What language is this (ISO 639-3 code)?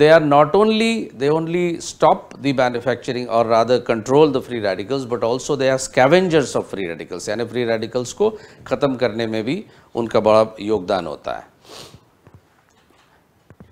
hin